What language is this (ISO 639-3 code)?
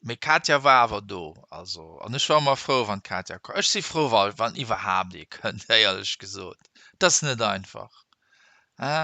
ltz